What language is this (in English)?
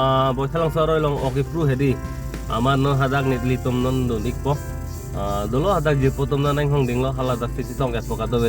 Karbi